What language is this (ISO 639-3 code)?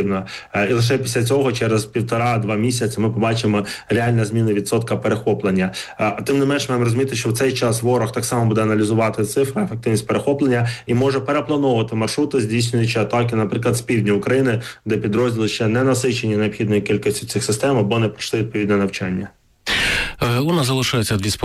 ukr